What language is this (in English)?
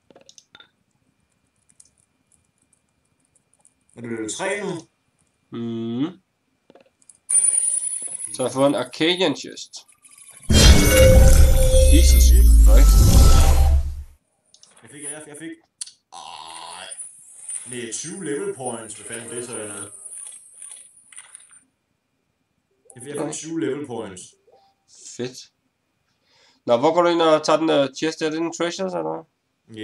Danish